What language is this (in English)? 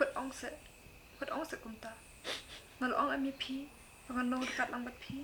Khasi